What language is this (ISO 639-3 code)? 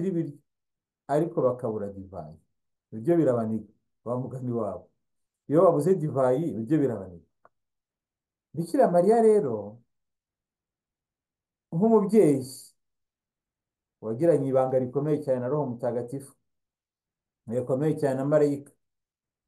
kin